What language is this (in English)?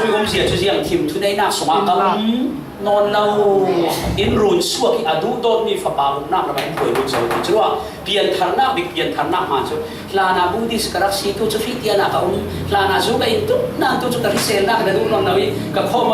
Falam Chin